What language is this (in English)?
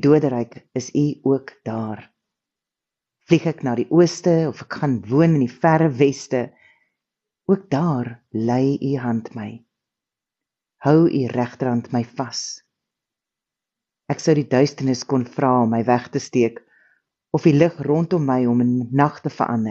Afrikaans